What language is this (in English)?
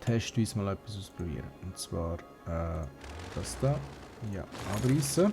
Swiss German